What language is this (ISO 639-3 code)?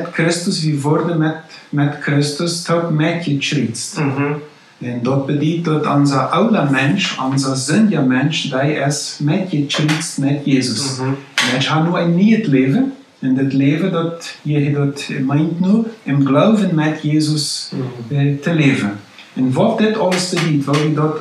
pdt